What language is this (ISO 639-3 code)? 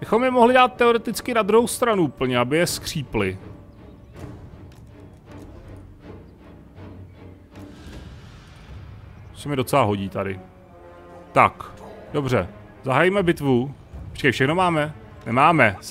ces